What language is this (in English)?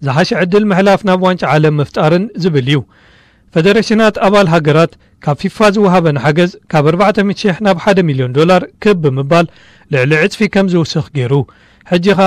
Tigrinya